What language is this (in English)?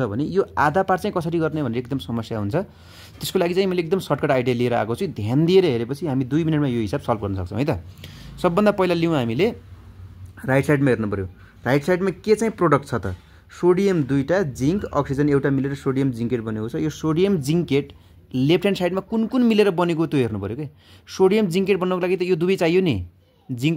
Nepali